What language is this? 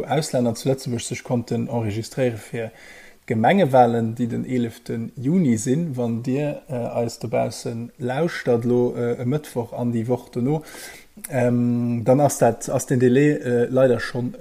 Luxembourgish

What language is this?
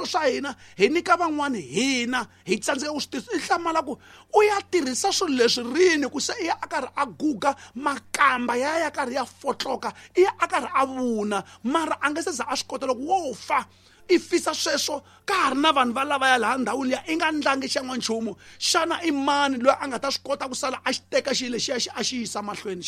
Tsonga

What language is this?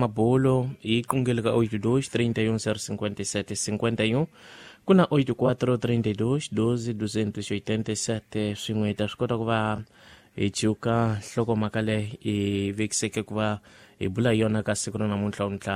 Tsonga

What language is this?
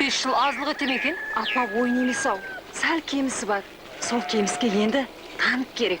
Kara-Kalpak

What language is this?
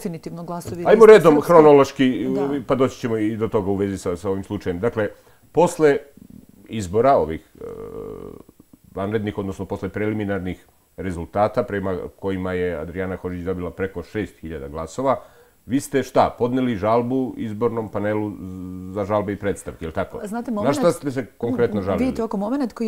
Serbian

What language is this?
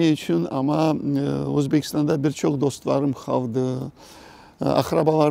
Crimean Tatar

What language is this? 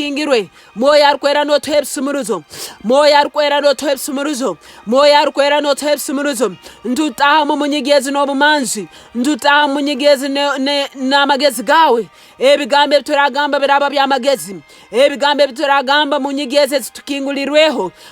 Nyankole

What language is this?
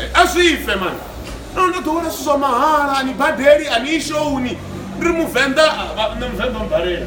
Venda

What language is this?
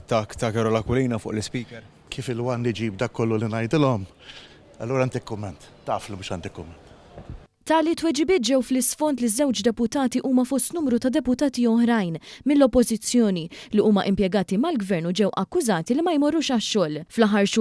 Maltese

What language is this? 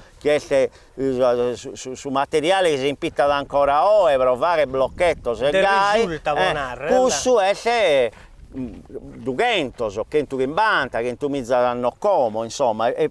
Sardinian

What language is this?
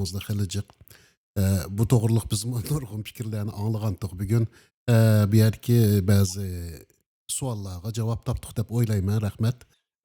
Uyghur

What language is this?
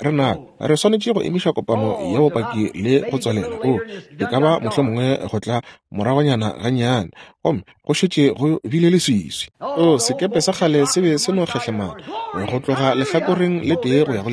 Northern Sotho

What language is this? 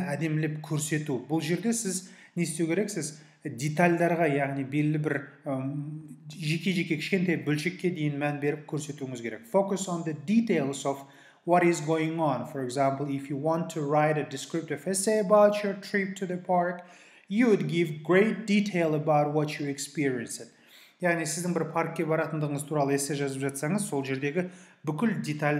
Kazakh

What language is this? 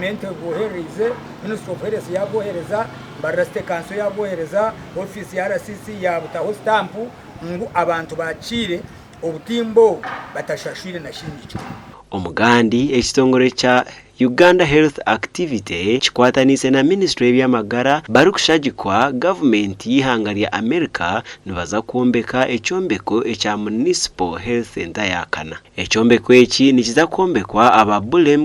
Nyankole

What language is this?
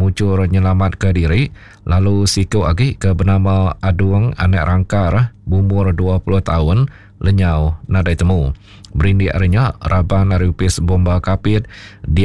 Iban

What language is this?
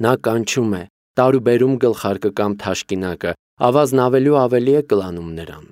Armenian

